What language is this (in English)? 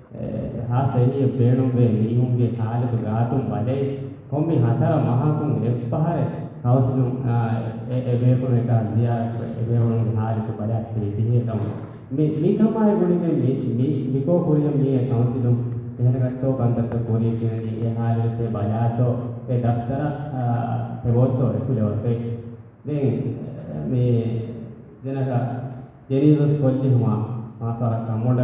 Divehi